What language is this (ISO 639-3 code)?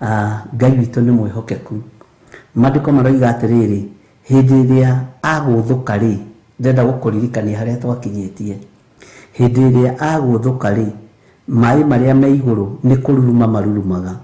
kik